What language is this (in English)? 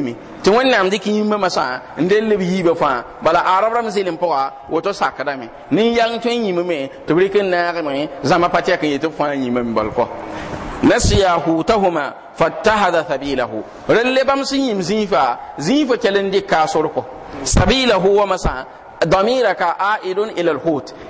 Mossi